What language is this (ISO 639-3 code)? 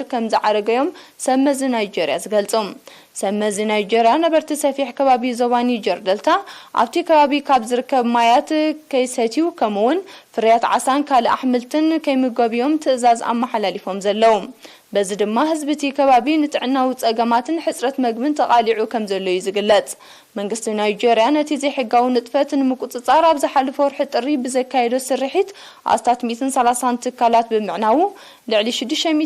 tir